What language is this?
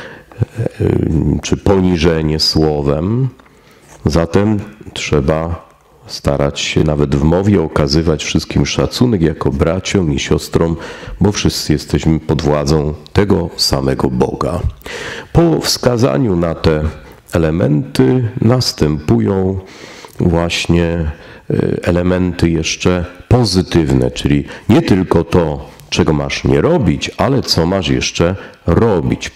Polish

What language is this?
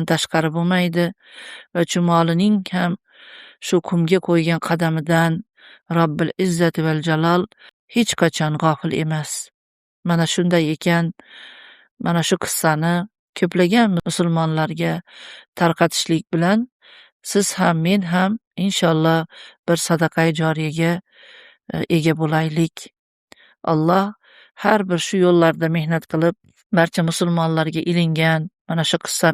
Uzbek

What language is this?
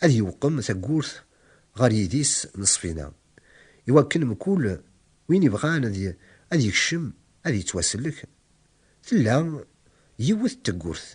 Kabyle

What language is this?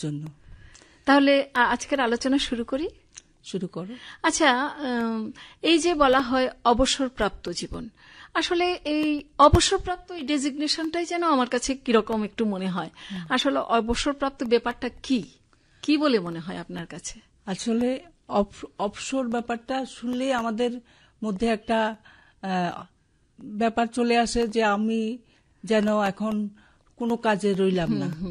Bangla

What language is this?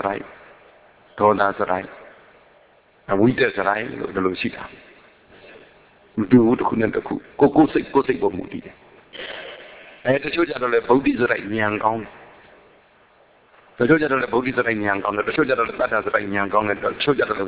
Burmese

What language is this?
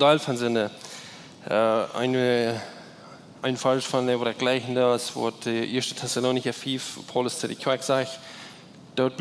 Plautdietsch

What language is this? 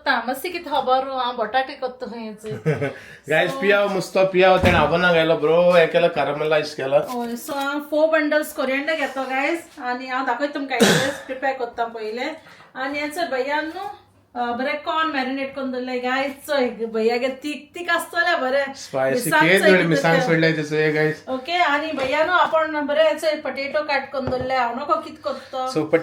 Konkani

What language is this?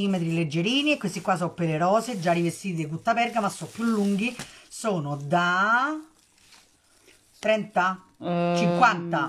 Italian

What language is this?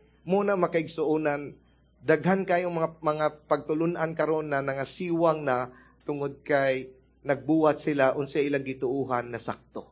Cebuano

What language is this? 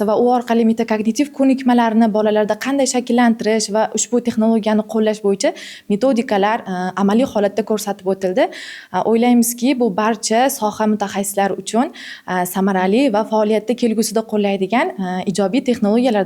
Uzbek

